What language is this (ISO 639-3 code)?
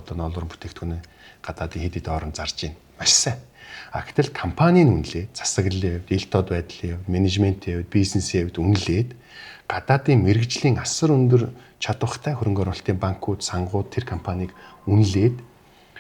mon